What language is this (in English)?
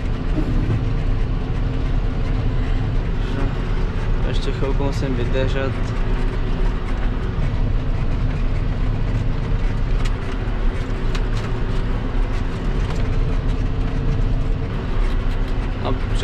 Czech